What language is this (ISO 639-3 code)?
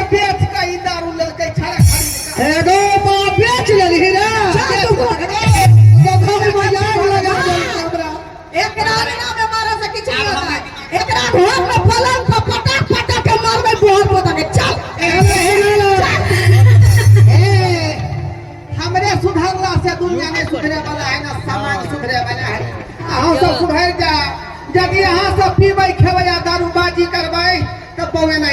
mai